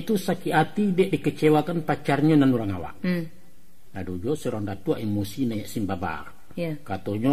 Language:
Minangkabau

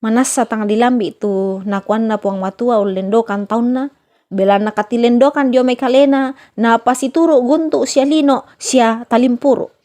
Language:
Toraja-Sa'dan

